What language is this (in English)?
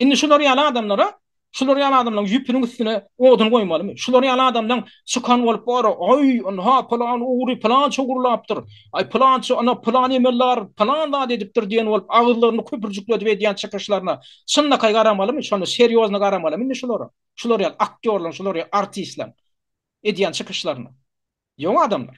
Turkmen